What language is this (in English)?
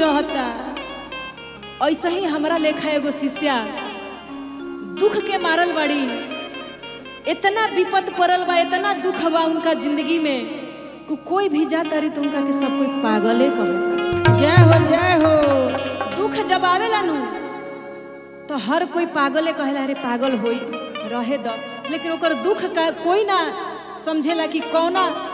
Bhojpuri